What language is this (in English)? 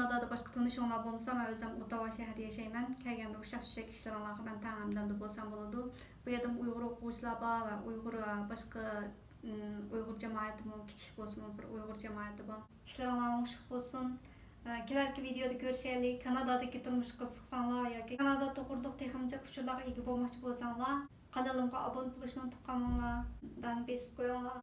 Uyghur